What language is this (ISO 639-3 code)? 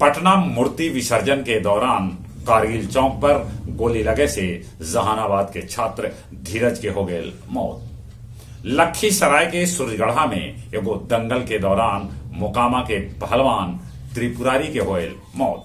mag